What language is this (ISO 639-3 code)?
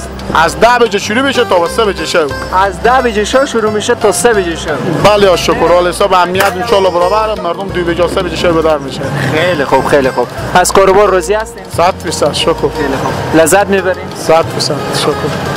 fas